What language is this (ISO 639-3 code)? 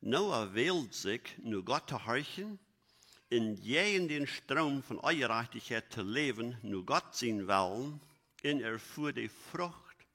pdt